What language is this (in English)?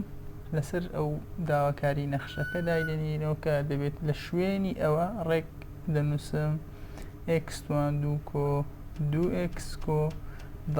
Central Kurdish